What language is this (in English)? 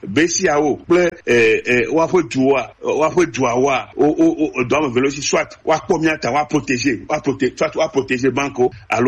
Gen